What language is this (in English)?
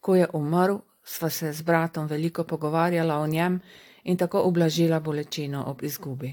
Slovenian